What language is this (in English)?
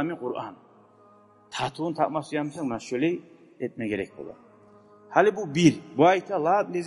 Kumyk